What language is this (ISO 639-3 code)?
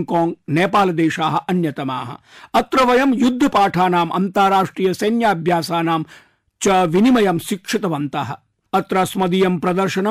san